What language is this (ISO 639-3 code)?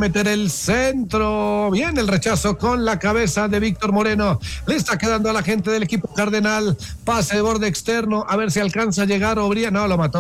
spa